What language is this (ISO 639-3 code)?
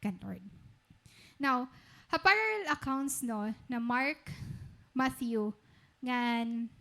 war